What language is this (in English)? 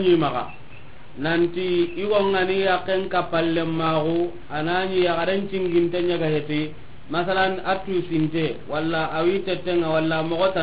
Soninke